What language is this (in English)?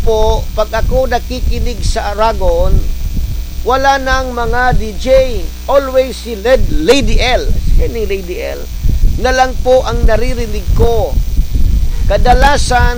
Bikol